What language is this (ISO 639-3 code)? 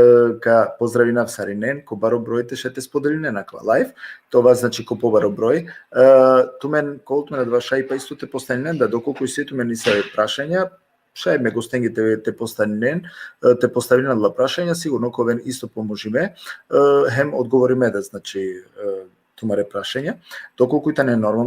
rmn